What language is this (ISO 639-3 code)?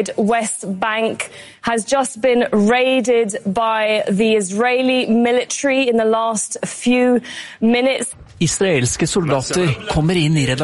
nor